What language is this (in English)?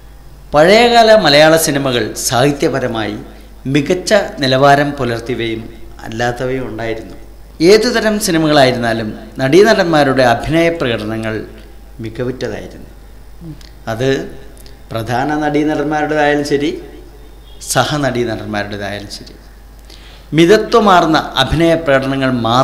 Malayalam